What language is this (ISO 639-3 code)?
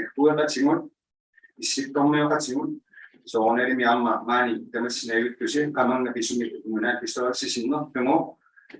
iku